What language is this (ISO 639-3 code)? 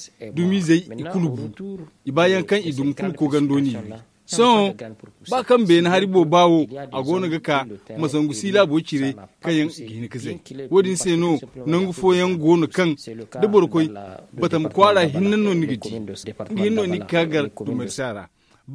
dje